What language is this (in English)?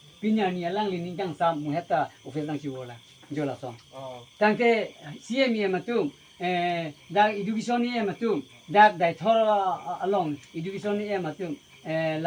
Karbi